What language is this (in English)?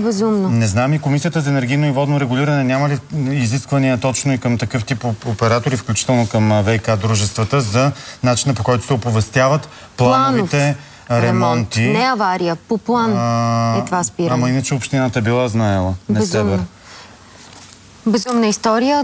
Bulgarian